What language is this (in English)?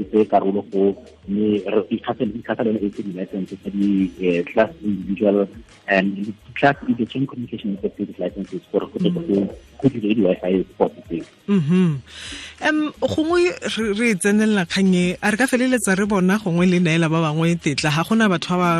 Tswana